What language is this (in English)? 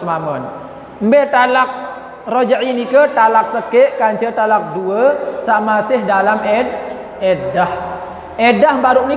Sasak